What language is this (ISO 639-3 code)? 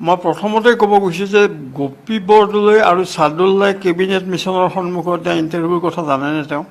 asm